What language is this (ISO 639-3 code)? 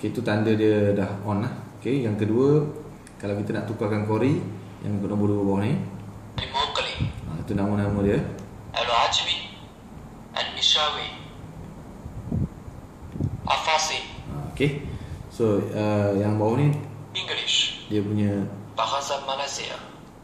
msa